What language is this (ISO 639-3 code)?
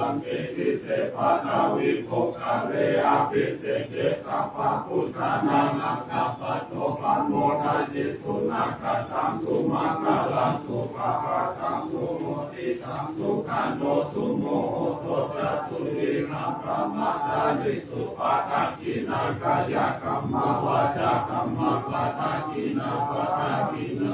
pli